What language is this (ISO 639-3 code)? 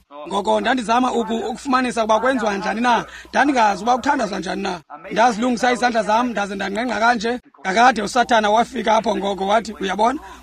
xho